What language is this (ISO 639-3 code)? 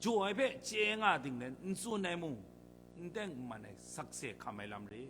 kac